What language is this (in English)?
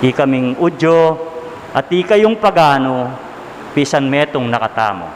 Pampanga